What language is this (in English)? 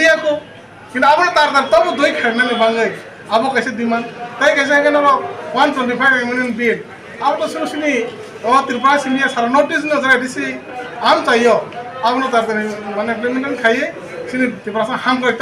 Kok Borok